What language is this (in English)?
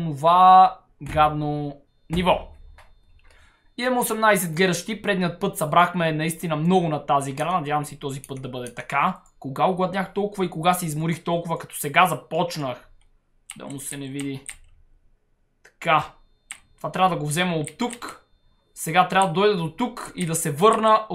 Bulgarian